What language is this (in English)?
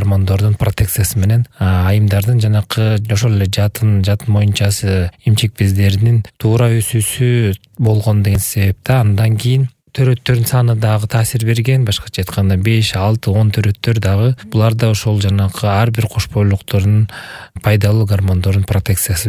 Kyrgyz